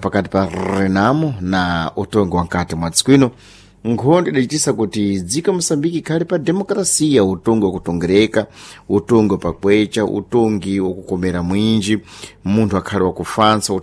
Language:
Sena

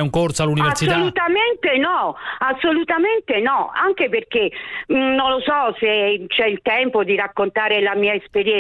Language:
Italian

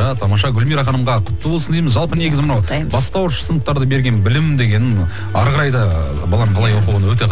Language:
Kazakh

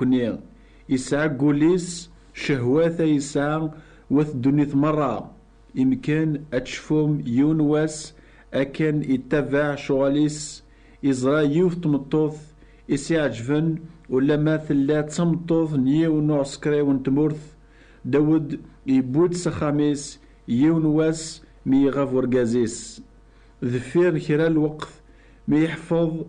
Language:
Kabyle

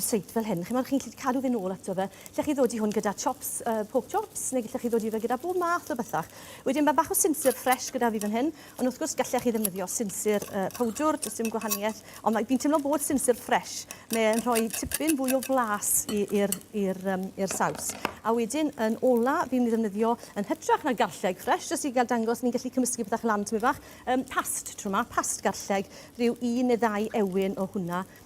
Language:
Welsh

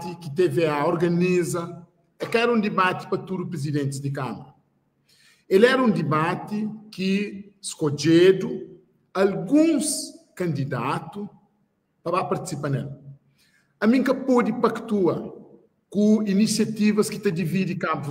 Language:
Kabuverdianu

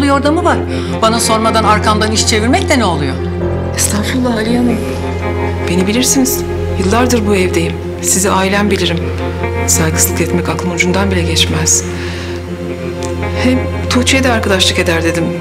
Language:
Turkish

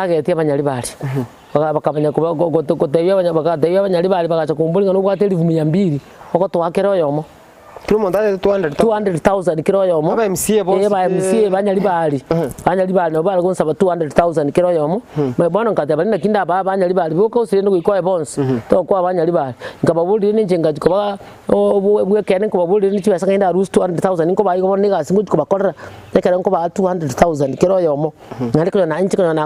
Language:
Gusii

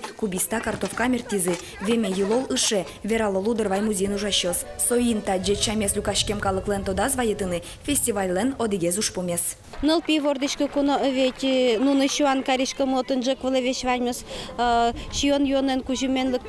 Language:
Udmurt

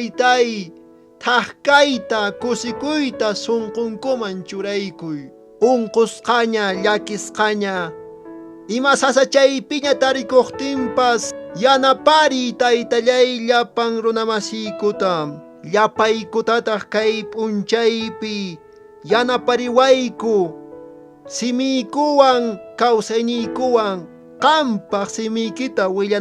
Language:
Quechua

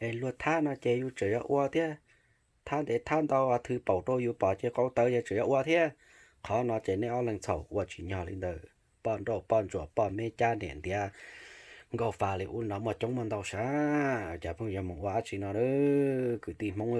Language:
Hmong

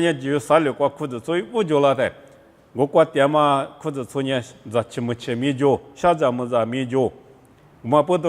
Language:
Lisu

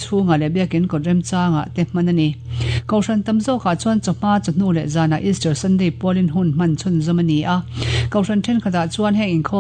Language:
Mizo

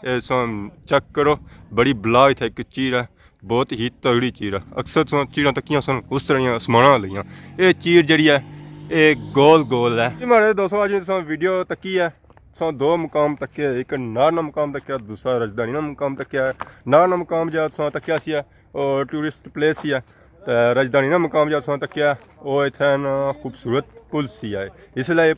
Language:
Pahari-Potwari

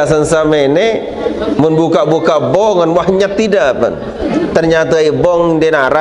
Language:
Sasak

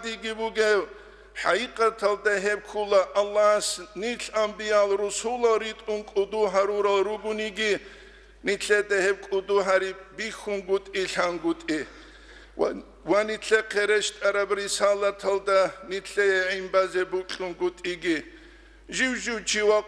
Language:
Avaric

